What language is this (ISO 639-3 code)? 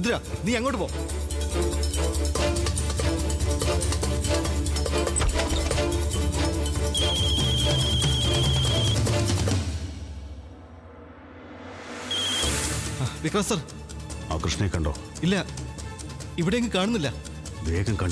mal